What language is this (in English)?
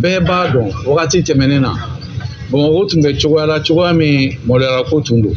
Bambara